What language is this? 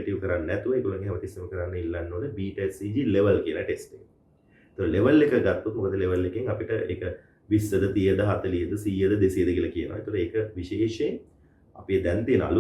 Sinhala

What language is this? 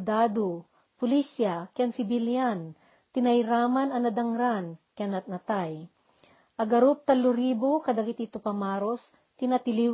Iloko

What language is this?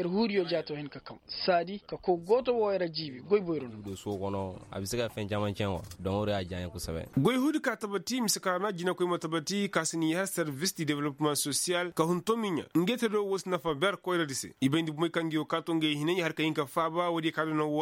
Koyraboro Senni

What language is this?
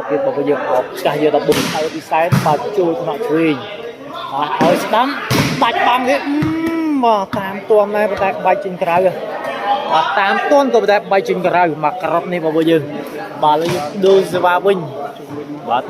Khmer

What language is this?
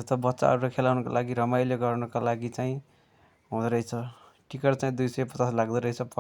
Nepali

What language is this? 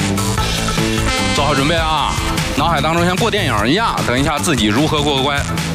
Chinese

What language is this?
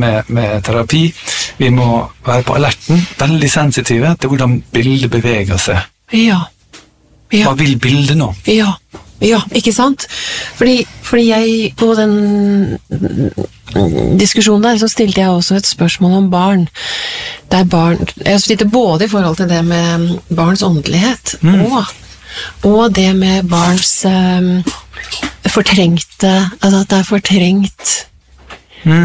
Norwegian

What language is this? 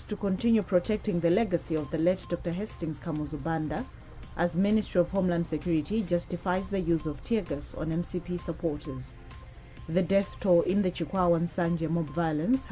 English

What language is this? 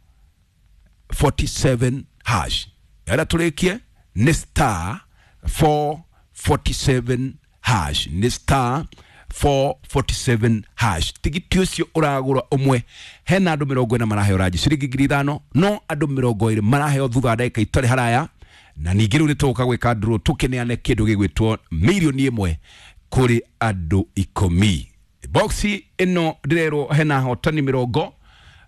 Kikuyu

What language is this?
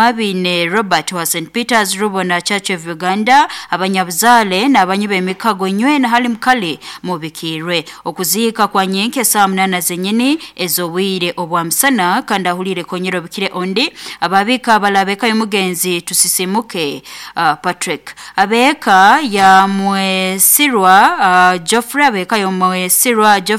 Nyankole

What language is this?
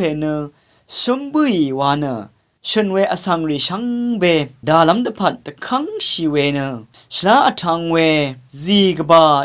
Rawang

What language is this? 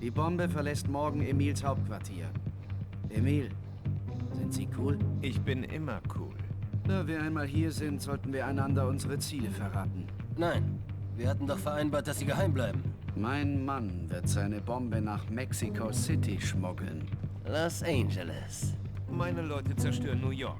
Bavarian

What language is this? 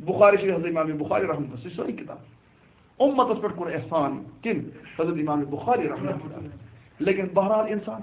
Kashmiri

